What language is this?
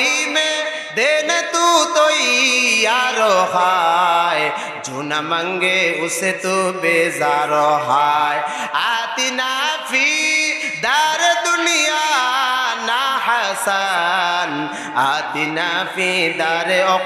Bangla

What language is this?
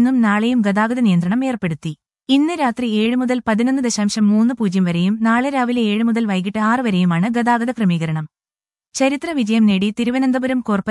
Malayalam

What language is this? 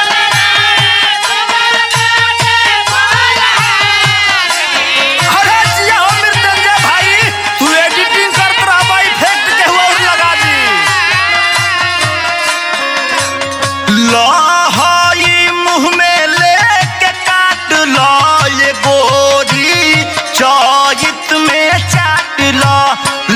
Bhojpuri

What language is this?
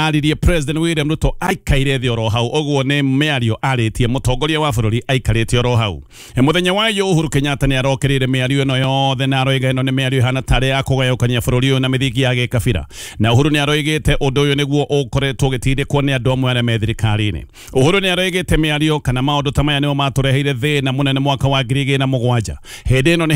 Kikuyu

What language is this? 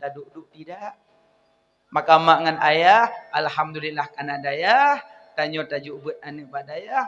Achinese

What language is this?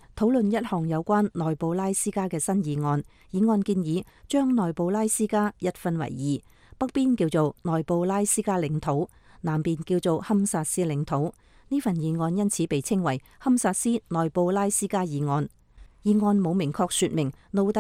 Cantonese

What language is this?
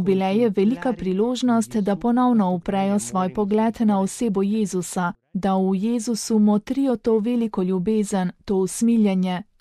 Slovenian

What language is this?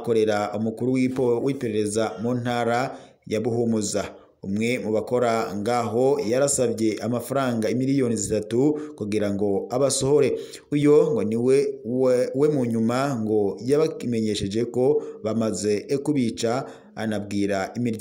Rundi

